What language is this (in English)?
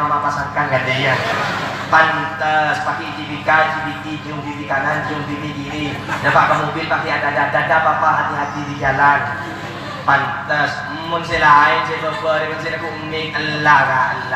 Madurese